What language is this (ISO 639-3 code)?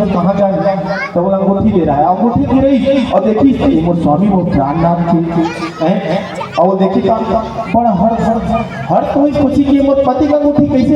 hne